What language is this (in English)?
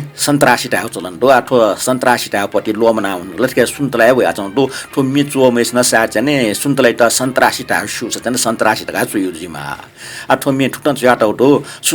Newari